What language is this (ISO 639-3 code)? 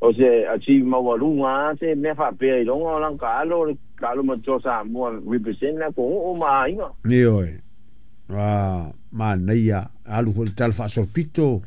smo